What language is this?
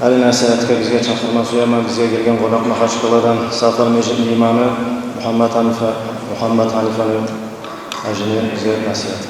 Kumyk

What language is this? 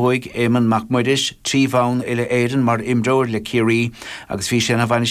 Irish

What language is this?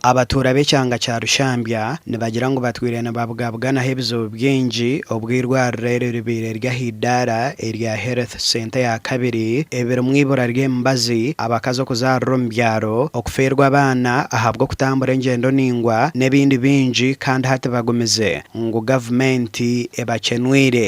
Nyankole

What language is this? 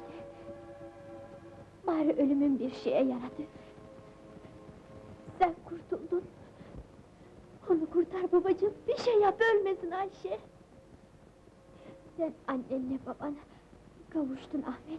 Turkish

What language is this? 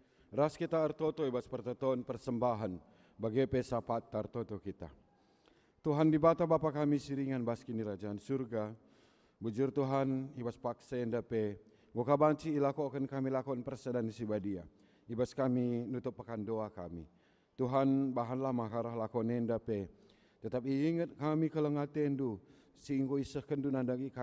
Batak Karo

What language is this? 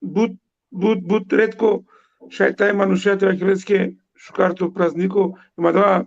Balkan Romani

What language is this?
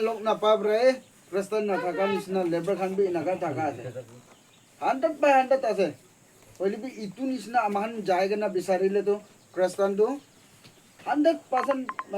Naga Pidgin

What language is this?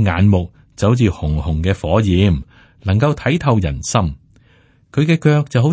Cantonese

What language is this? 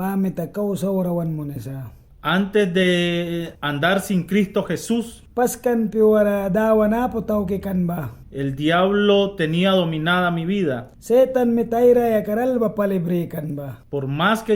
Mískito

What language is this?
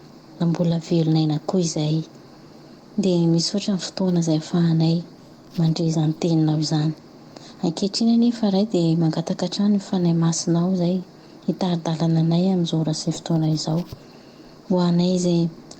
Malagasy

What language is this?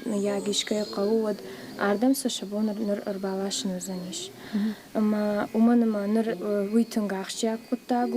Ossetic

